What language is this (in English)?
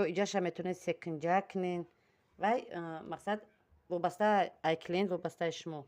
Tajik